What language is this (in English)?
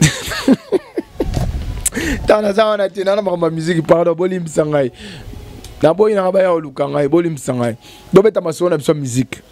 Lingala